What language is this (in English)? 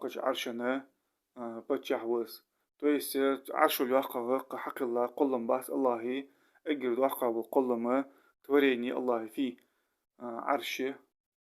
Ingush